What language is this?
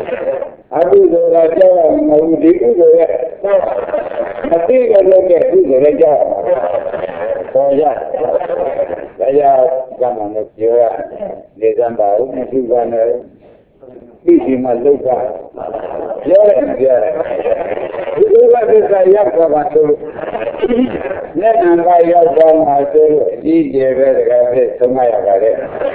Burmese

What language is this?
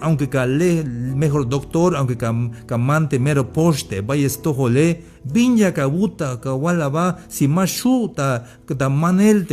Tzeltal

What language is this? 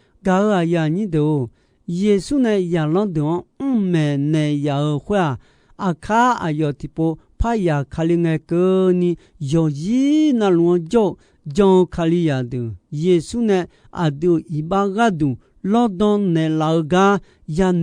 Akha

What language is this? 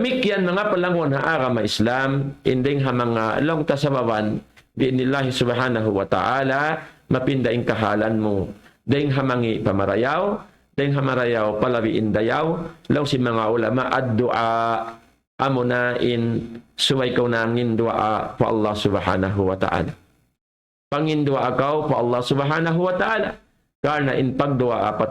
Tausug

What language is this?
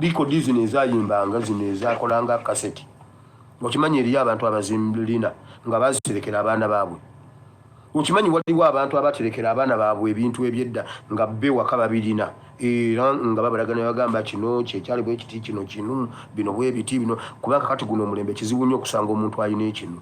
Ganda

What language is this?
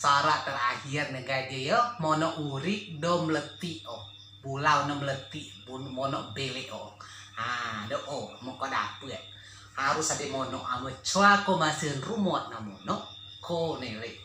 Rejang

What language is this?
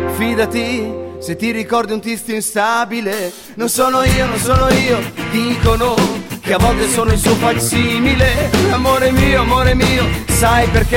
Italian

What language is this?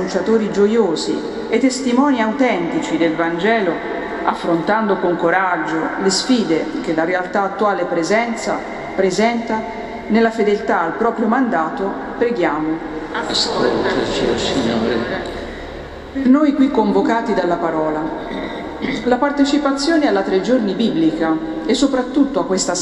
Italian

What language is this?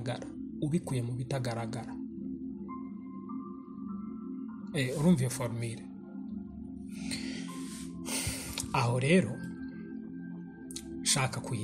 Kinyarwanda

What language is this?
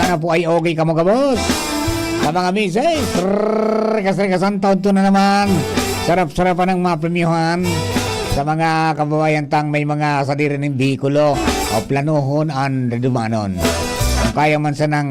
Bikol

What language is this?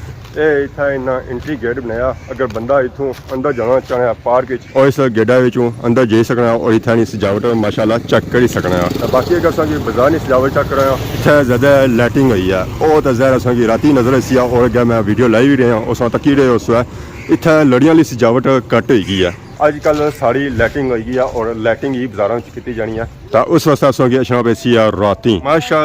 Pahari-Potwari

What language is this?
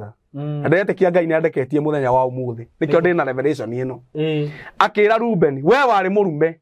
Kikuyu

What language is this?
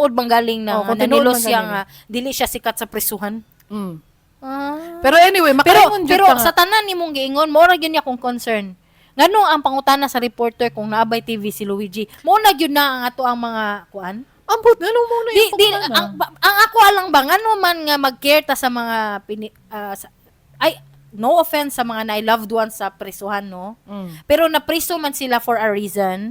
Cebuano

